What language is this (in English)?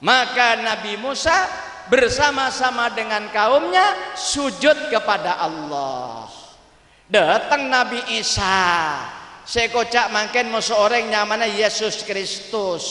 Madurese